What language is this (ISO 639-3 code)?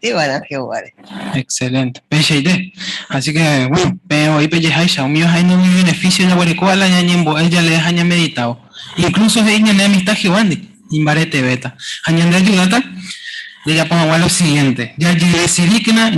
grn